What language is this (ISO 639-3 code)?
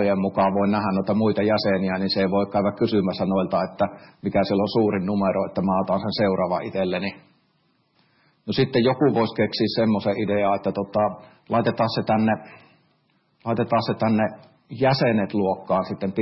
fin